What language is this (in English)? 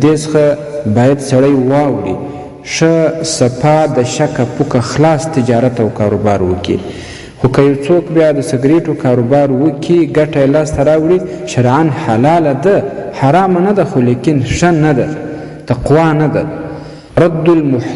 Pashto